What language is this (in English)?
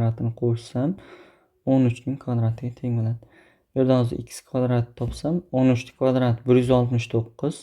Uzbek